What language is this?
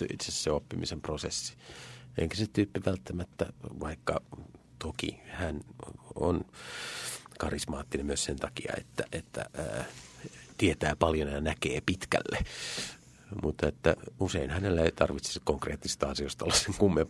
Finnish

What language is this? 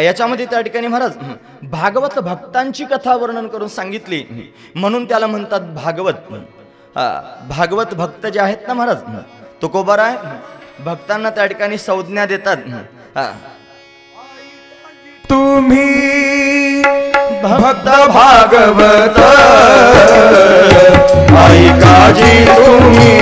Marathi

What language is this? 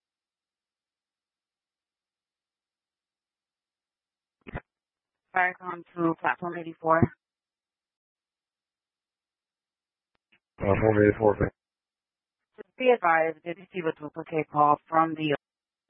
English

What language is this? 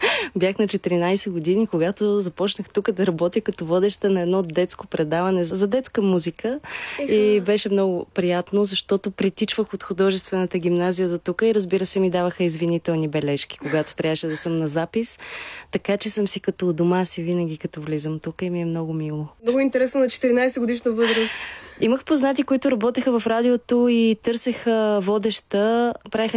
Bulgarian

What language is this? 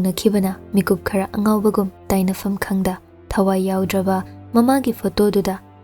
Manipuri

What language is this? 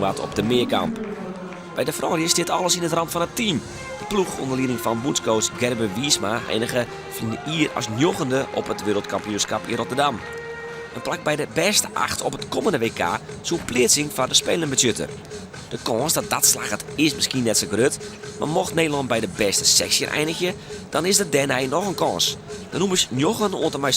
Western Frisian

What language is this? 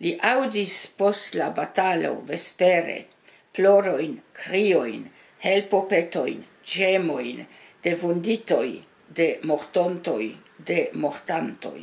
Esperanto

